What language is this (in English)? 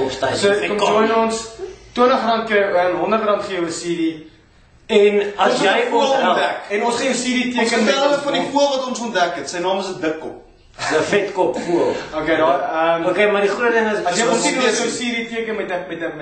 Afrikaans